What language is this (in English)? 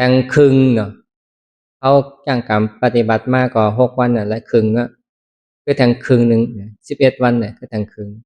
Shan